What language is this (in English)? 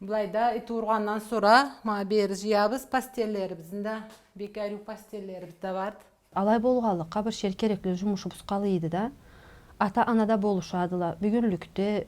Karachay-Balkar